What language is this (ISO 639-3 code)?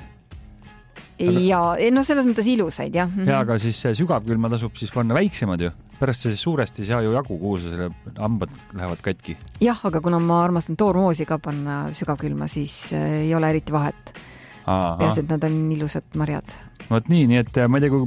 est